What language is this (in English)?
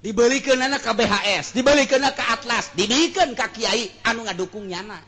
Sundanese